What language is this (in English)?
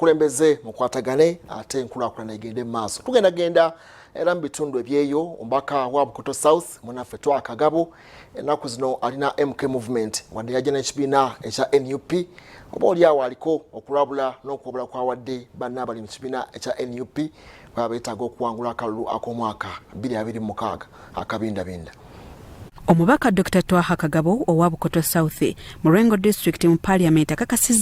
Ganda